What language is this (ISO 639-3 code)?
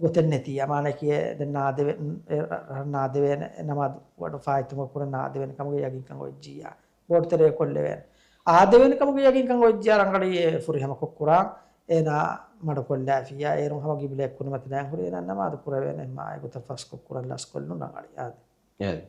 div